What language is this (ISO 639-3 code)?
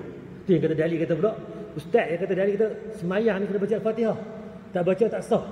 msa